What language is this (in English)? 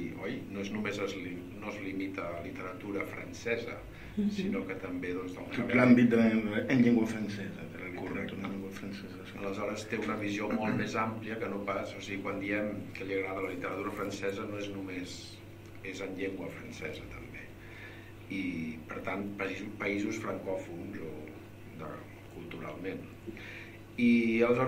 Catalan